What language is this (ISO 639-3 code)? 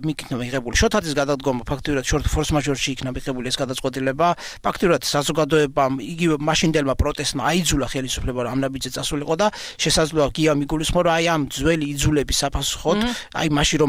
kat